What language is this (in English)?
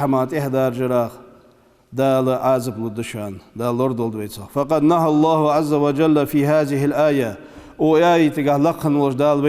Ingush